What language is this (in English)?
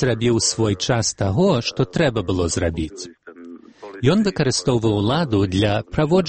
Belarusian